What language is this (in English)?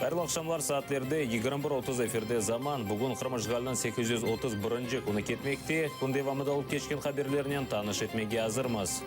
Crimean Tatar